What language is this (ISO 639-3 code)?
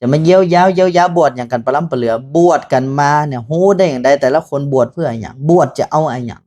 nod